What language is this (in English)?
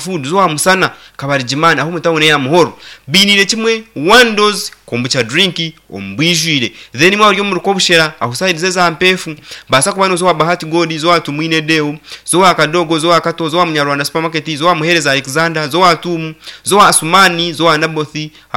Nyankole